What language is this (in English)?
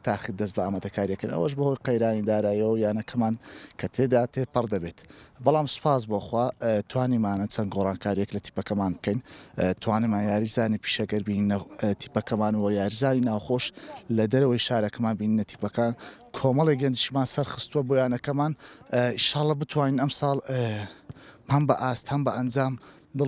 Central Kurdish